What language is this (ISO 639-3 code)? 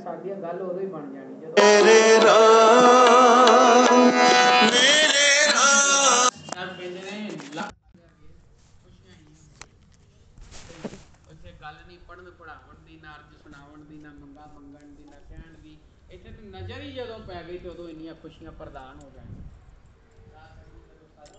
pan